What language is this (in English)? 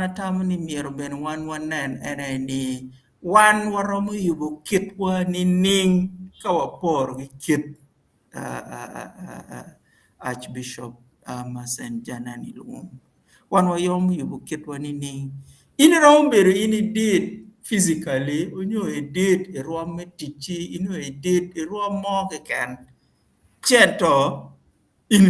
Acoli